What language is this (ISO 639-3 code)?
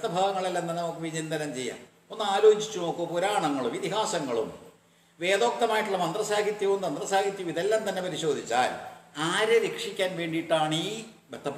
mal